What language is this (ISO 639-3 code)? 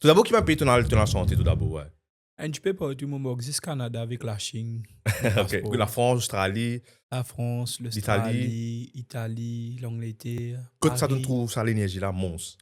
mfe